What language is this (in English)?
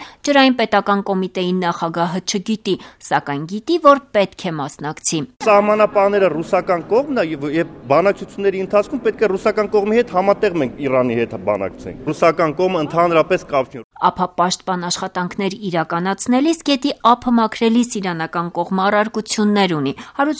Armenian